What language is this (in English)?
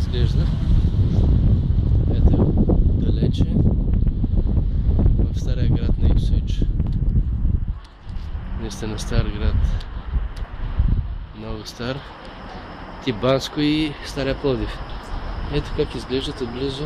Bulgarian